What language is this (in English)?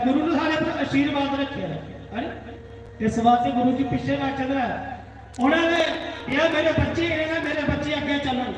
Dogri